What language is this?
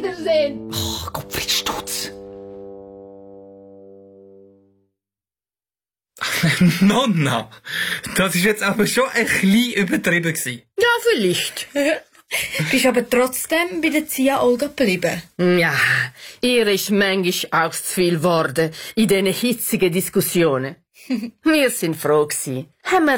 German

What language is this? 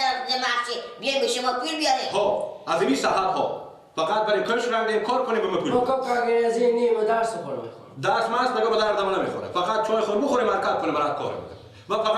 Persian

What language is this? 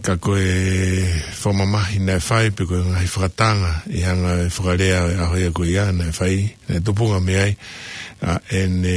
Tongan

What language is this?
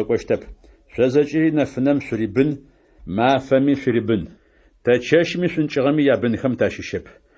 Adyghe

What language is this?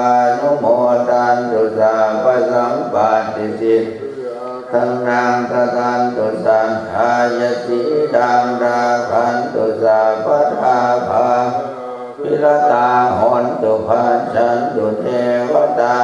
Pali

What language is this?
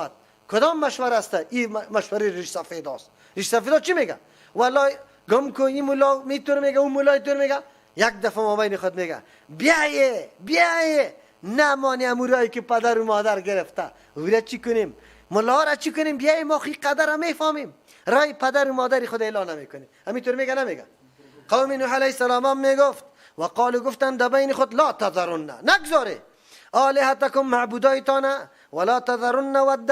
Persian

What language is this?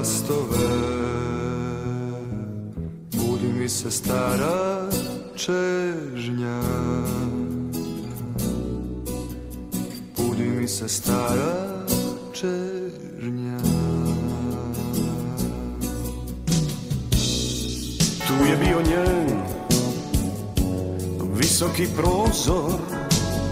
Serbian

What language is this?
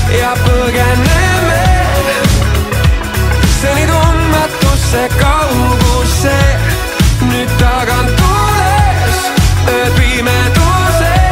Estonian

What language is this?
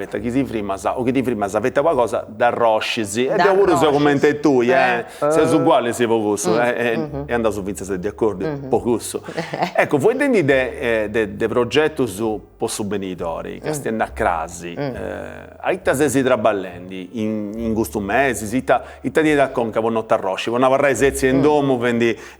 Sardinian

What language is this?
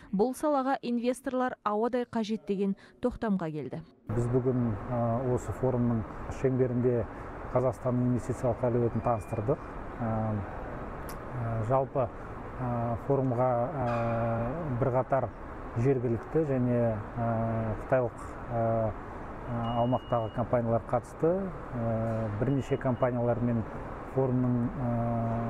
Kazakh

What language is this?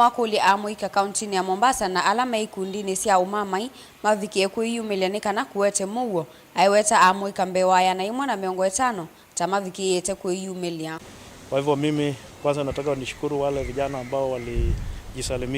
Kamba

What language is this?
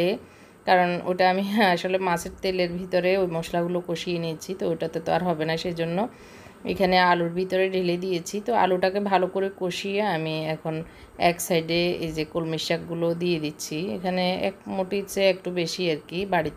Bangla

